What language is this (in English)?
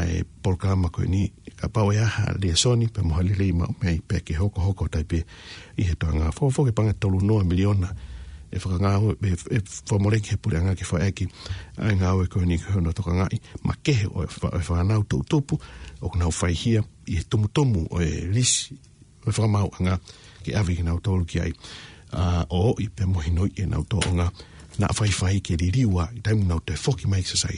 Tongan